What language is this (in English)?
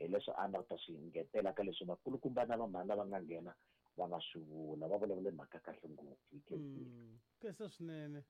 Tsonga